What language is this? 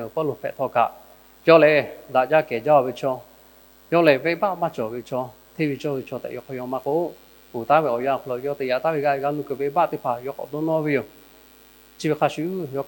Lahu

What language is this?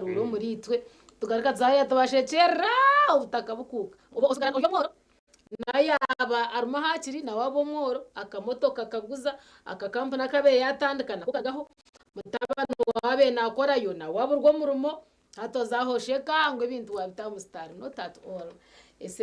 Nyankole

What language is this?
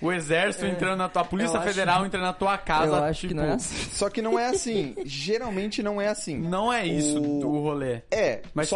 Portuguese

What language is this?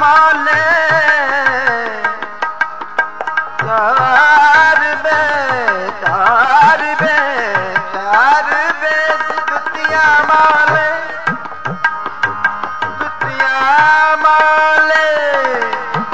Punjabi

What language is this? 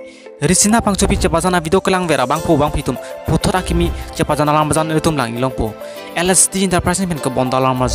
Karbi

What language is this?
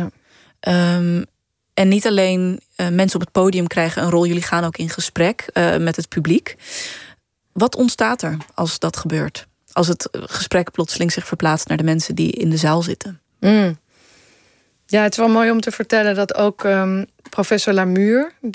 Dutch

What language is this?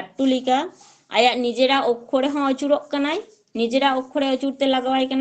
Santali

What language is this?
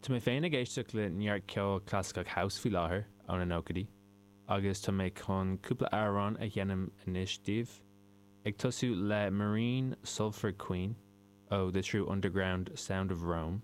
Irish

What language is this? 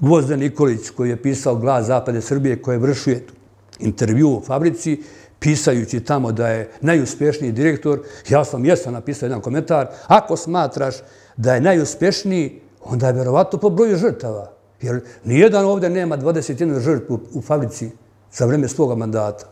Serbian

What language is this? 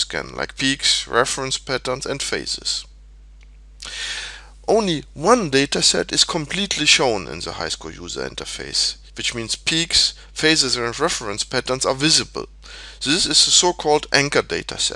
English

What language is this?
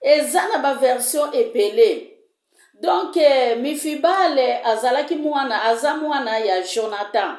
Lingala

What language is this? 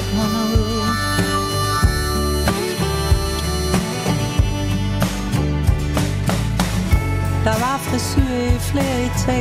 Danish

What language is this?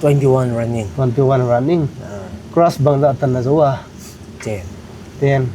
Tedim Chin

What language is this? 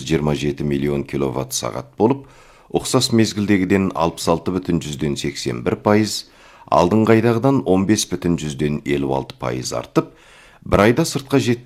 Kazakh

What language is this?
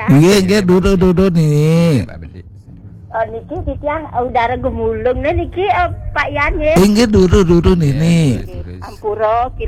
Balinese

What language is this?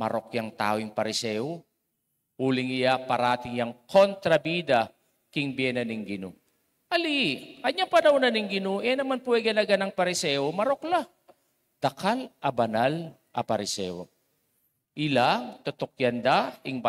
Pampanga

